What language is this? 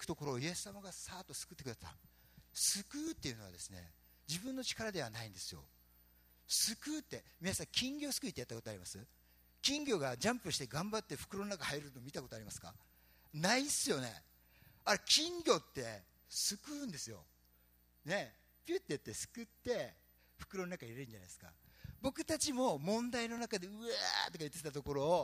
Japanese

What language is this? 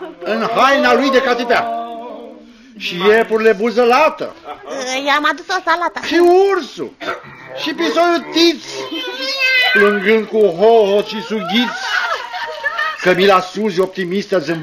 Romanian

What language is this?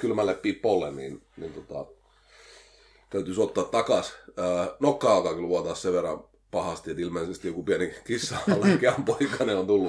Finnish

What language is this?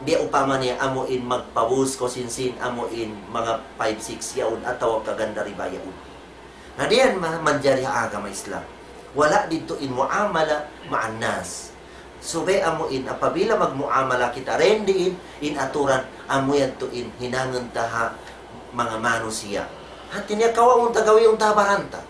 Tausug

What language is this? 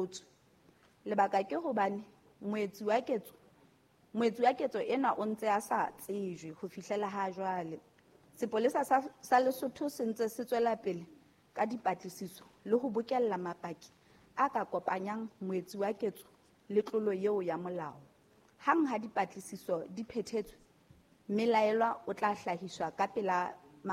Southern Sotho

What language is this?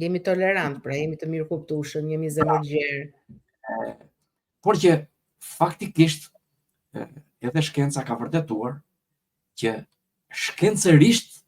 Albanian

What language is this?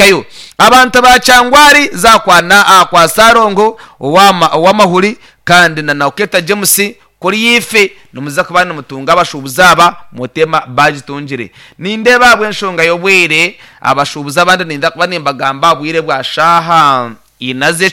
Nyankole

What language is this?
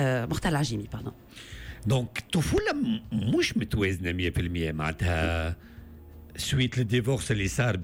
Tunisian Arabic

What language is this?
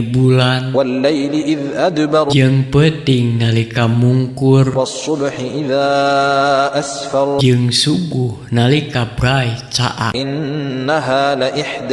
Sundanese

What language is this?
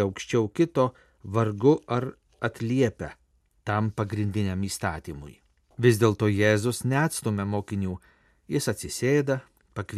Lithuanian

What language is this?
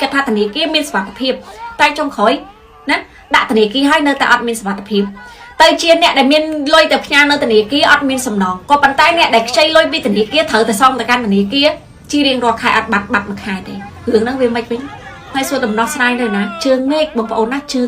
Khmer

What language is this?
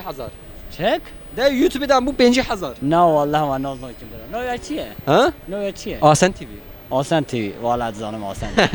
Kurdish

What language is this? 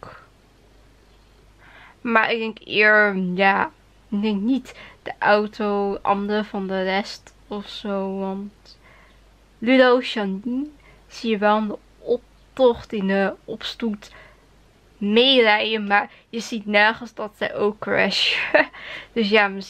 Dutch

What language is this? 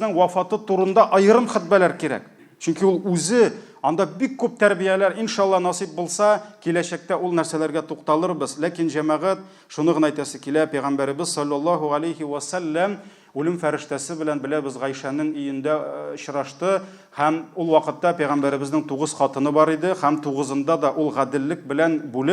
Tatar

